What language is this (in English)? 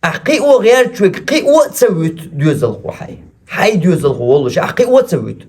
Chechen